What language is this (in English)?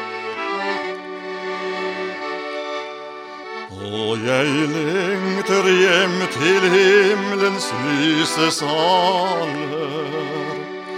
Norwegian